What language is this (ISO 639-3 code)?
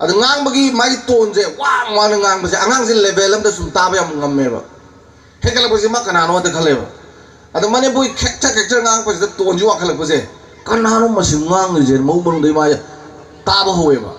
mni